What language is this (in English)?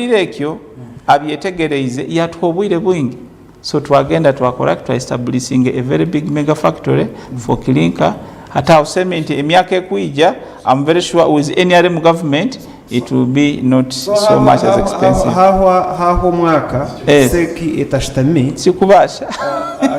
Nyankole